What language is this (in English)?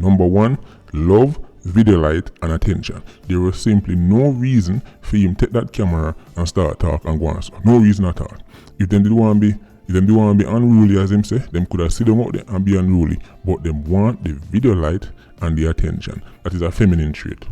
Jamaican Creole English